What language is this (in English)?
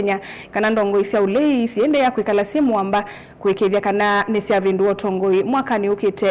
Kamba